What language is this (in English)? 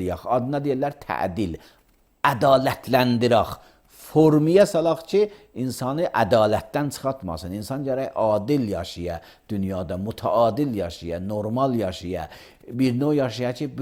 Azerbaijani